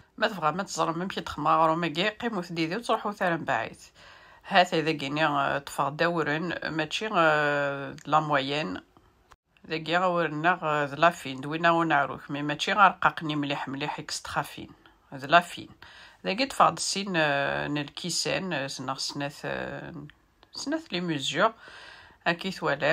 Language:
Kabyle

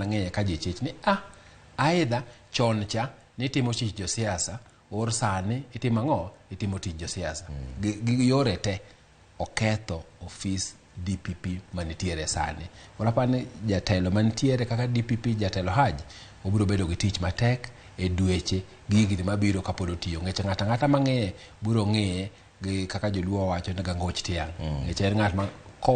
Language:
Luo (Kenya and Tanzania)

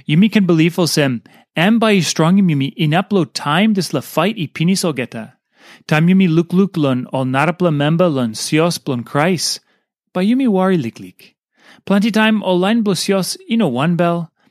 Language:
Tok Pisin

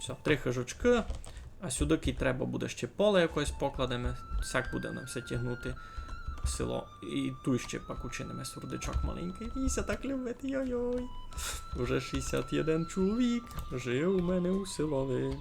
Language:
Rusyn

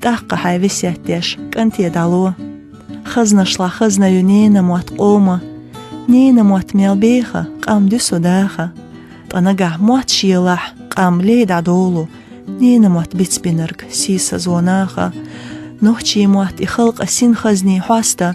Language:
Chechen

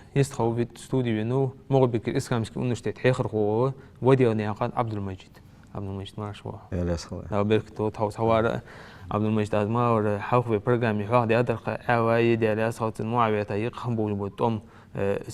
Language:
Ingush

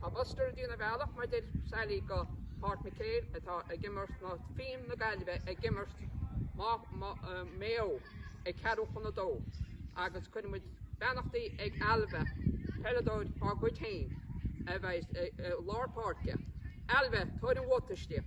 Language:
Irish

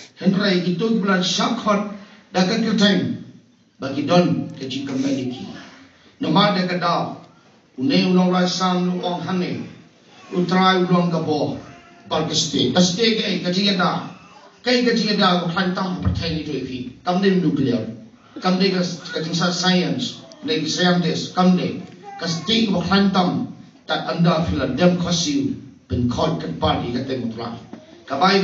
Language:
Khasi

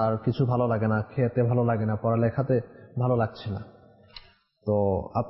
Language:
Bangla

